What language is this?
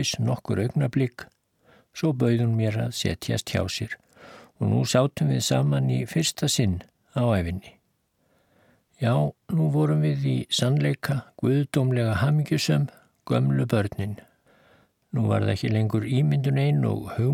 Icelandic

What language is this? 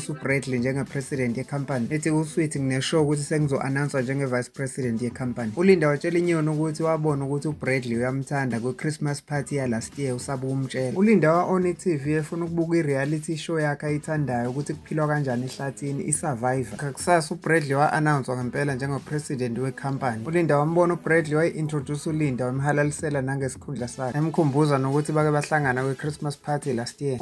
Zulu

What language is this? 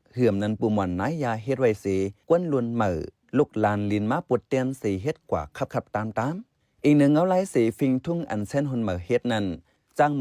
Shan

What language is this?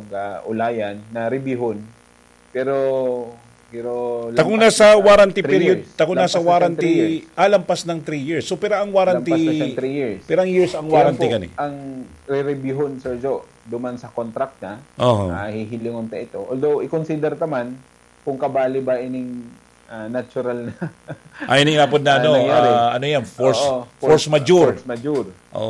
Bikol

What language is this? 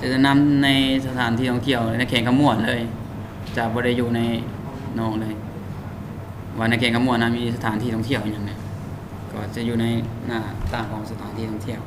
Lao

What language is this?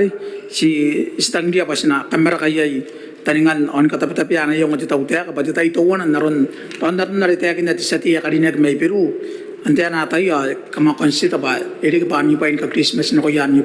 Gilbertese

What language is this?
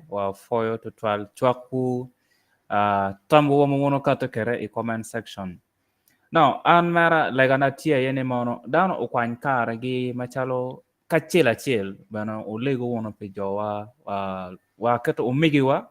Acoli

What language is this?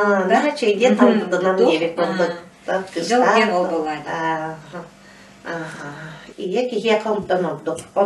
Yakut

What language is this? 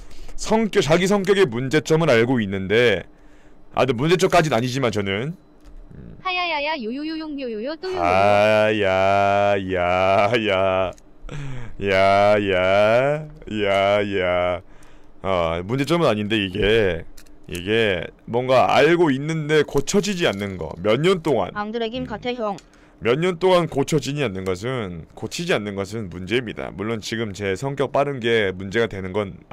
Korean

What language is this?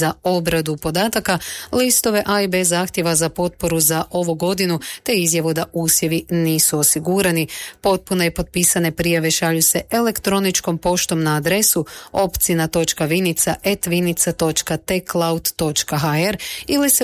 Croatian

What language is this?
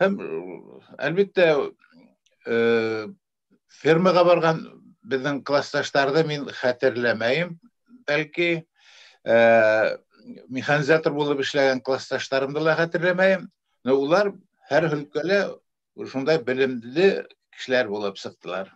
Bashkir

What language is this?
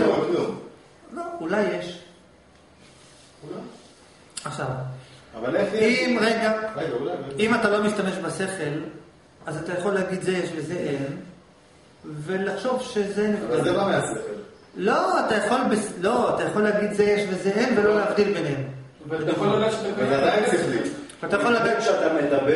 Hebrew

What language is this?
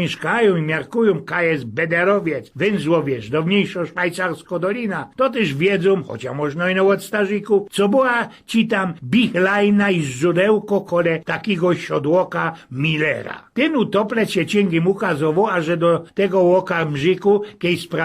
Silesian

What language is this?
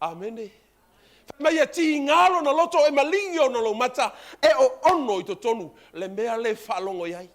Samoan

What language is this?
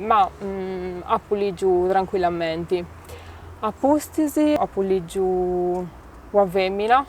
Sardinian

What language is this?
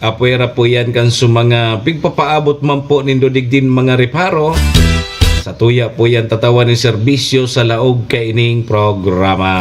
Bikol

